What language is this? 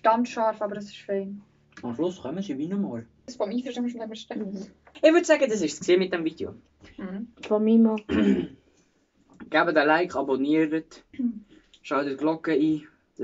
Swiss German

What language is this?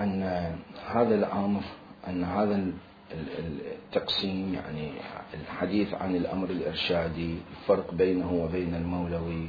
Mesopotamian Arabic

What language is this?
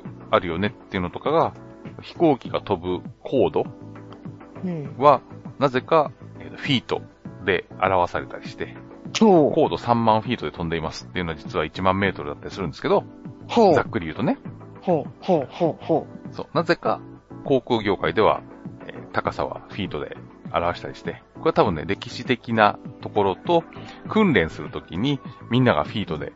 Japanese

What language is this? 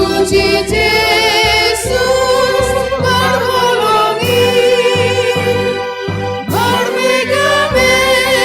Batak Simalungun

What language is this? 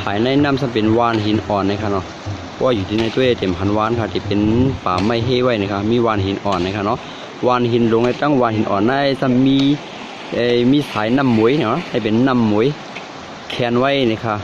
Shan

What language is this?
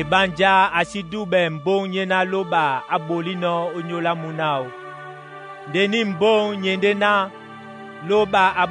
Duala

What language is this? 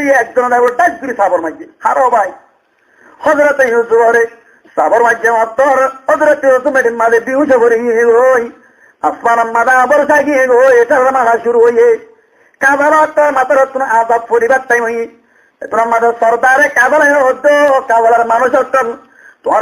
Rohingya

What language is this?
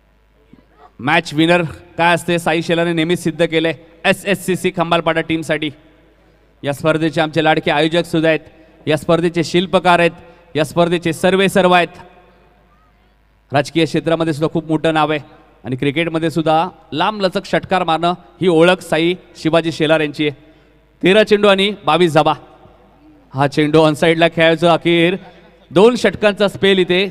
Marathi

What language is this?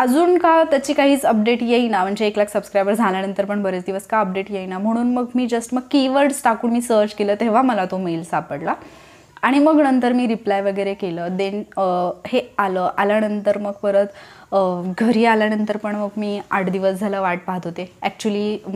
Marathi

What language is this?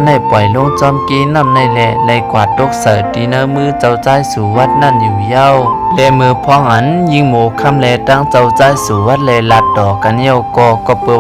Shan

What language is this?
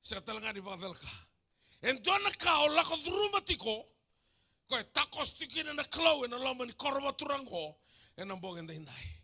Fijian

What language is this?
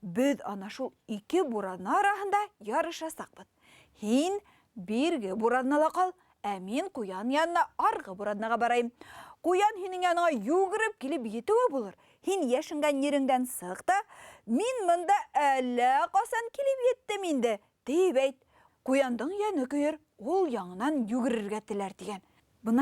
Bashkir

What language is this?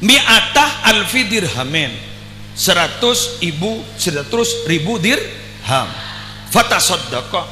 Madurese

